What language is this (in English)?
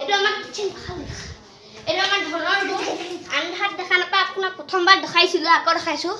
Assamese